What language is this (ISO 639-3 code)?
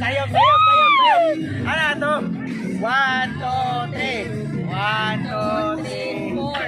ceb